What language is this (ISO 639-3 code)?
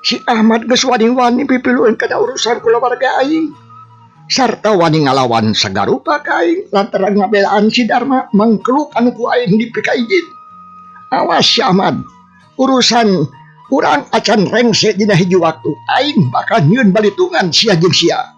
sun